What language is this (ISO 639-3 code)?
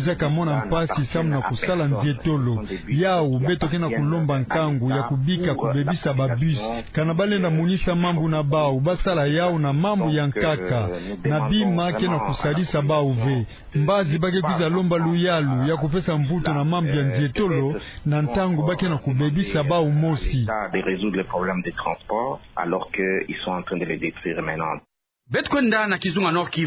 ktu